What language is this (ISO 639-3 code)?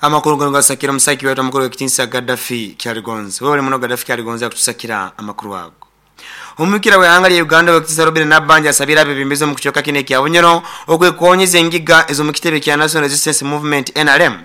nyo